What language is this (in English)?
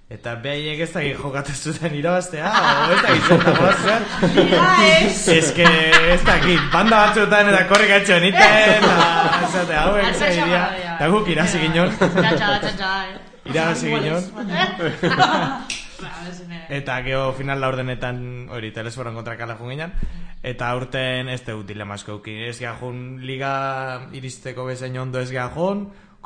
Basque